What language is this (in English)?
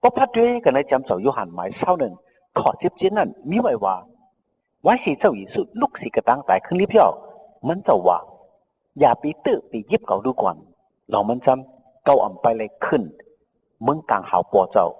Shan